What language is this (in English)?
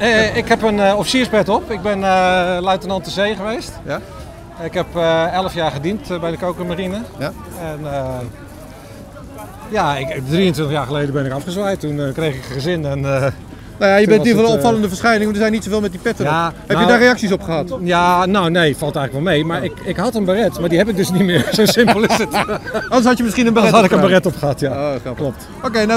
Dutch